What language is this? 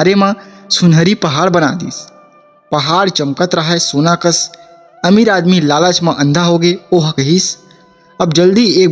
Chhattisgarhi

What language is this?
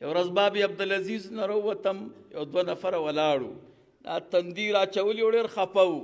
Pashto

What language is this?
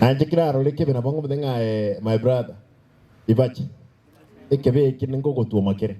Gusii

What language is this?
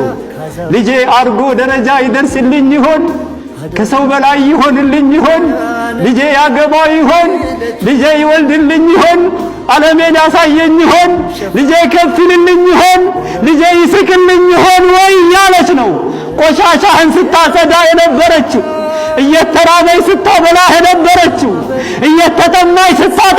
Amharic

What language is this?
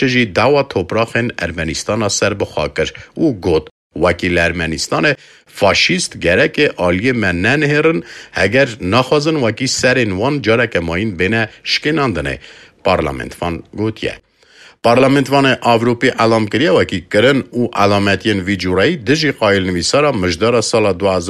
Kurdish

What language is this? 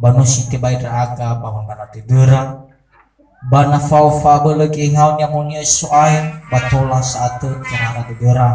Nias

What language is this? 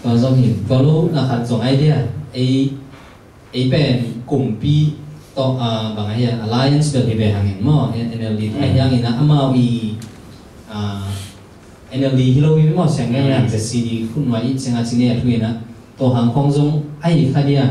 Tedim Chin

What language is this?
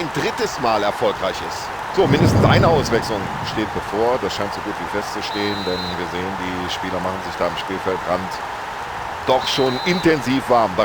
Bavarian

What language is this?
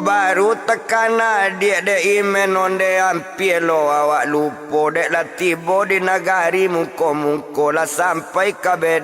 Minangkabau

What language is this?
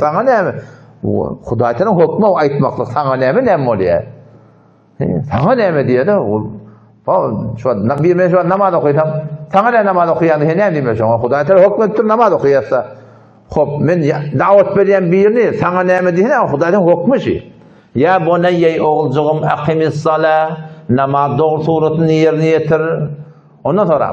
Turkmen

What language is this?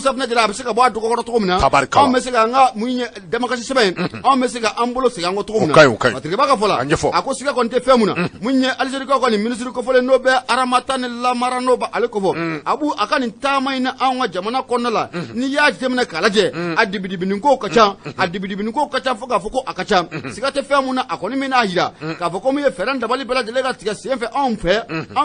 Bambara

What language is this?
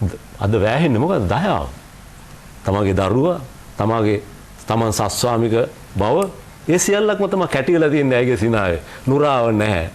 Sinhala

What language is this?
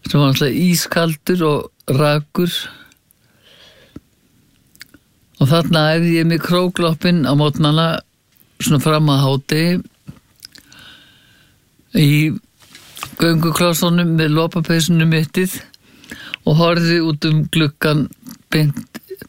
Icelandic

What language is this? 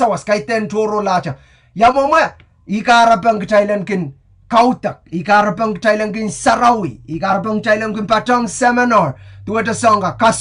Pohnpeian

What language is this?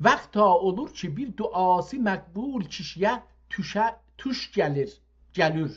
South Azerbaijani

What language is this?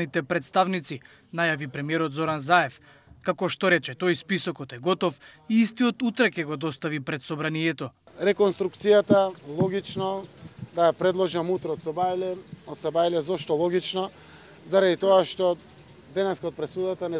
Macedonian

